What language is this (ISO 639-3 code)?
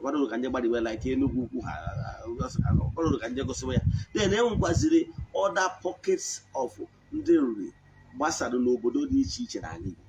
ibo